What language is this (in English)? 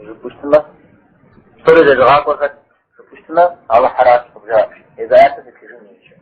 Kabardian